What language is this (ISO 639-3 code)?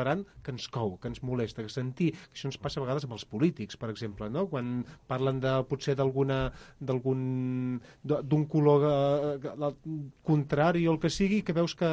cat